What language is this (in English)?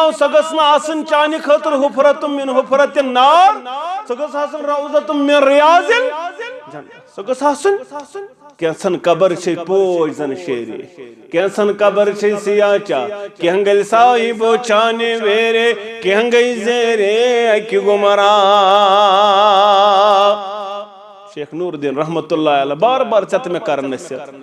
Kashmiri